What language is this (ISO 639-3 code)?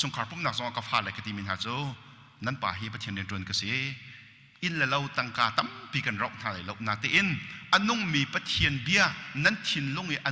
cnh